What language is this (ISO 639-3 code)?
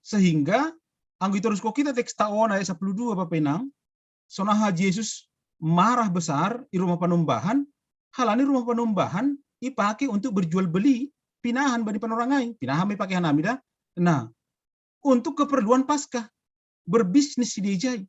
bts